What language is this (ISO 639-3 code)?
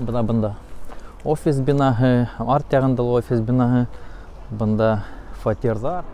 bak